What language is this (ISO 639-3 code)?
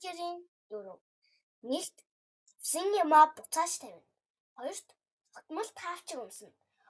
mon